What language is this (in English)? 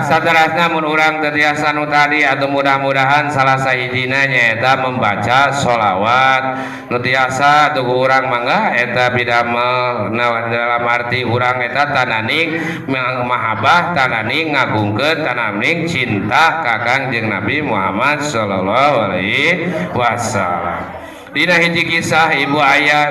Sundanese